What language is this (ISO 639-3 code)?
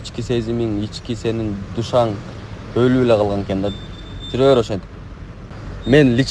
kir